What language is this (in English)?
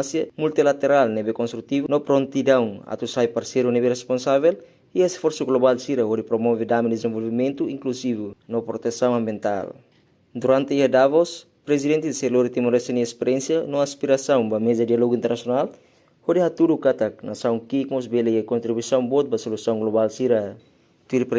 Tetum